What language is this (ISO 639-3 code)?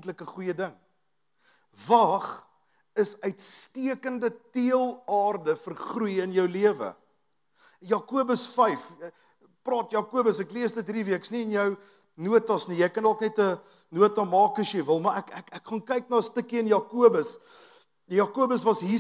afr